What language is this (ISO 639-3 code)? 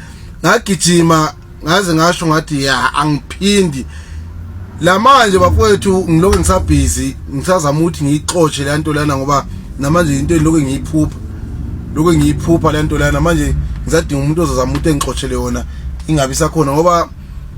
zul